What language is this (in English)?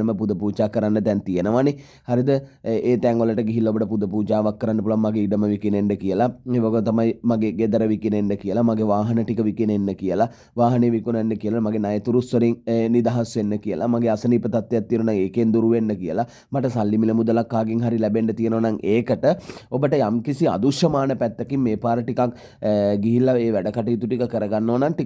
Sinhala